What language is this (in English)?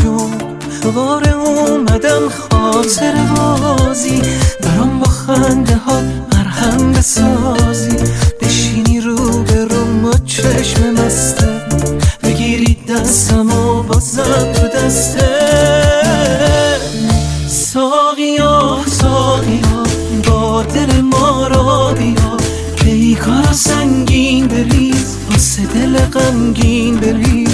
Persian